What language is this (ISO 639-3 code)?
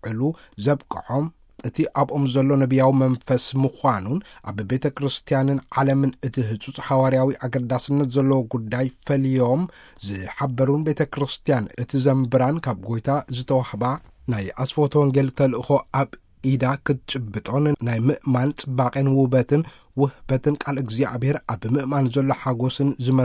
tir